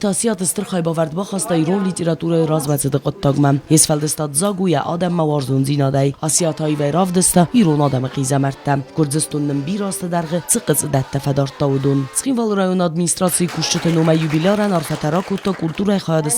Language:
Ossetic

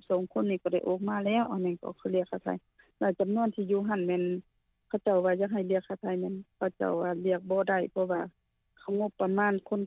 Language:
Lao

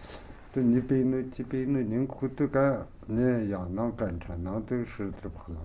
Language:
Tu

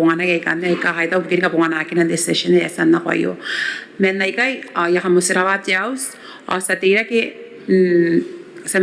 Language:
Gilbertese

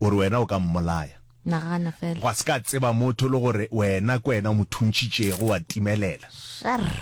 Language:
Northern Sotho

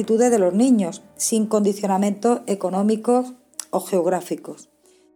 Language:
Spanish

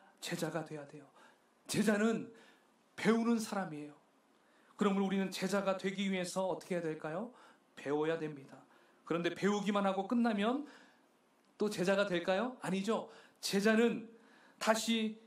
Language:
Korean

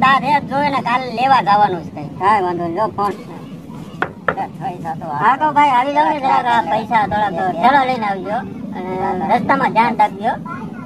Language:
Gujarati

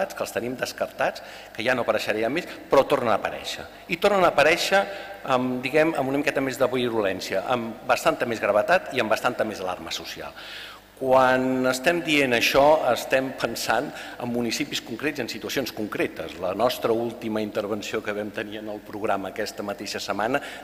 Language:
Catalan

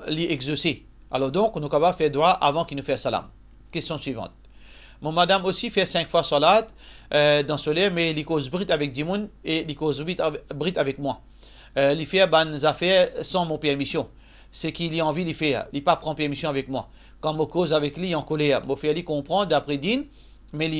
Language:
Morisyen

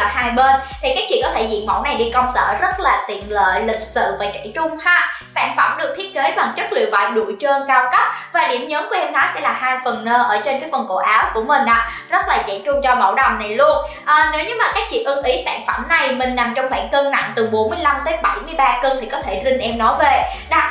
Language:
Vietnamese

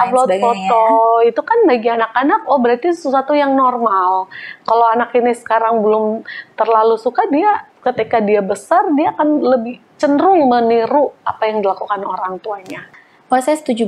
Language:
Indonesian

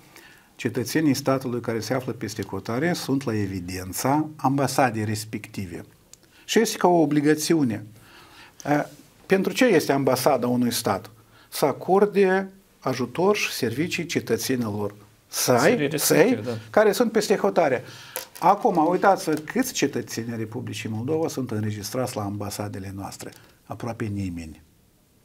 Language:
Romanian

